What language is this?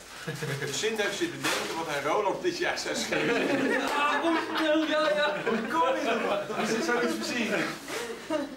Dutch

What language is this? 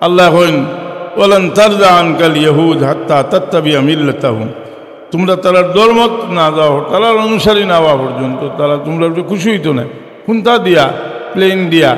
Sylheti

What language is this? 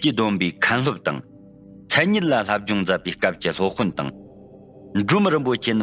Tibetan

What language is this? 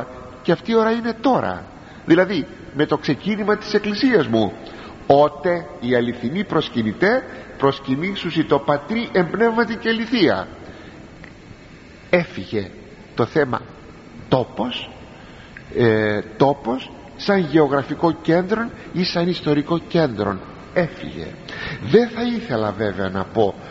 Greek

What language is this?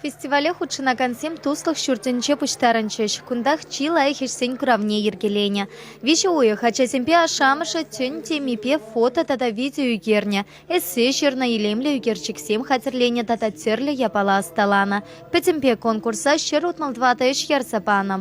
Chuvash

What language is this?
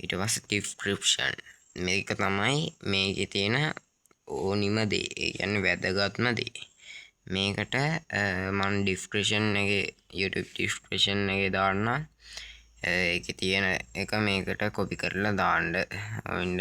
Sinhala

